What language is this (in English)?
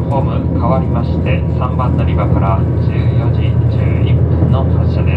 Japanese